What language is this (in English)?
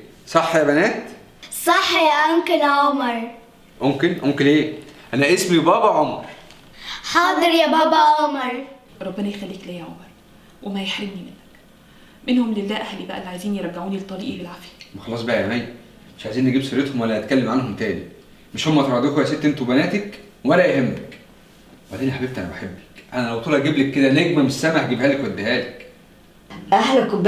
Egyptian Arabic